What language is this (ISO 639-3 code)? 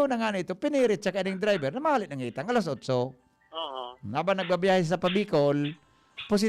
bik